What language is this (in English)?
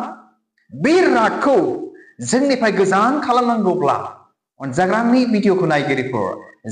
Bodo